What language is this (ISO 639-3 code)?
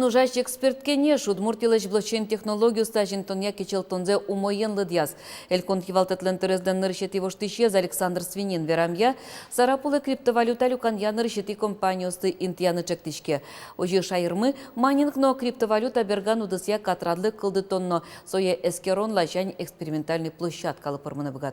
udm